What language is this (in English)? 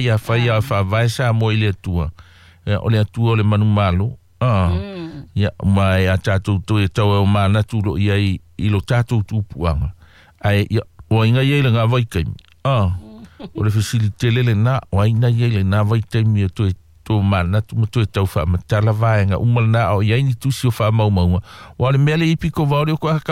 Samoan